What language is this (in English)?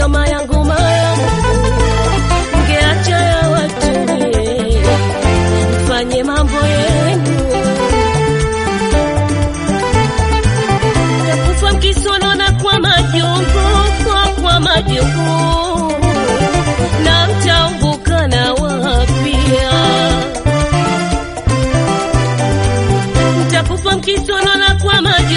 Swahili